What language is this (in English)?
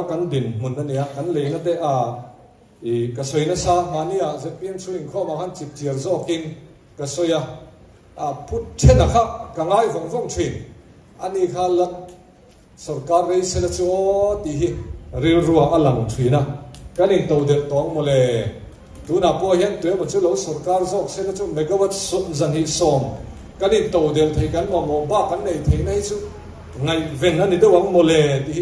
Mizo